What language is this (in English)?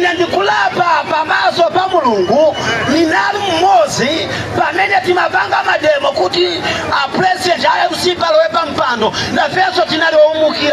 Nyanja